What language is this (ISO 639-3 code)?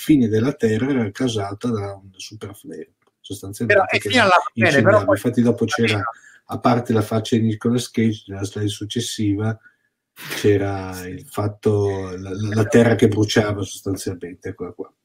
ita